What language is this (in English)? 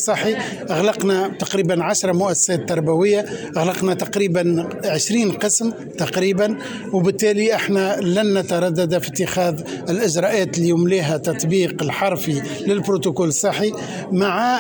Tunisian Arabic